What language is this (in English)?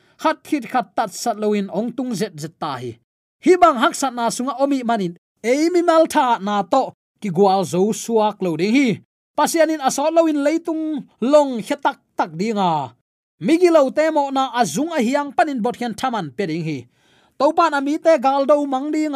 Tedim Chin